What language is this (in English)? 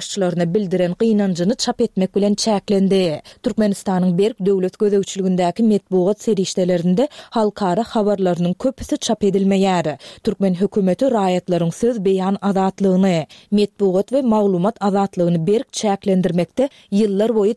Turkmen